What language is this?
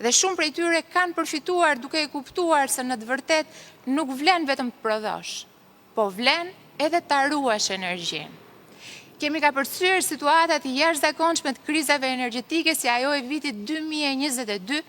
Albanian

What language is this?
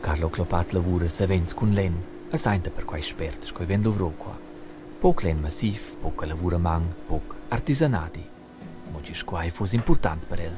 Romansh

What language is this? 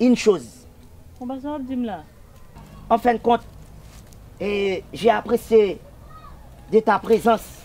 Haitian Creole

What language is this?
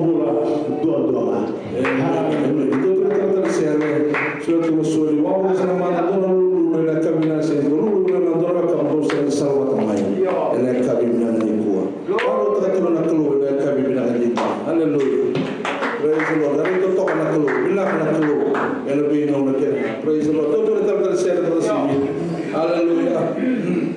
Fijian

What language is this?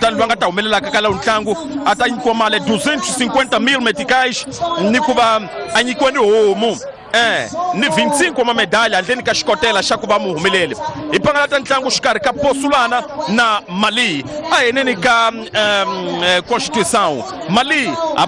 Tsonga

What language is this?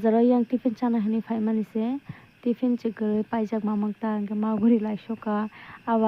Kok Borok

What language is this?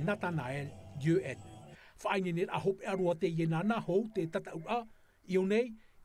Tahitian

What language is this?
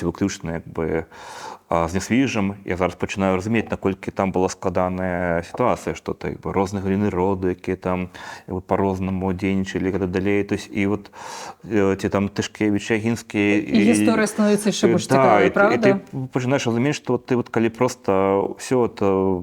Belarusian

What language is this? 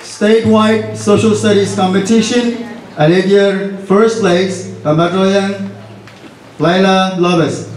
Pohnpeian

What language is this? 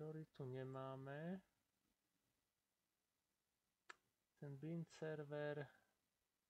Slovak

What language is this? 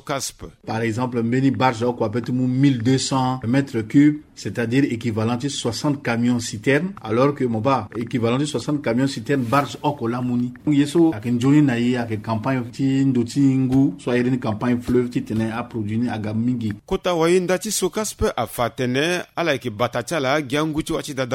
Sango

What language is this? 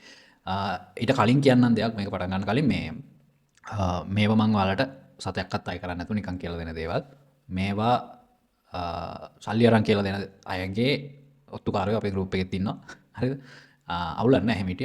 Sinhala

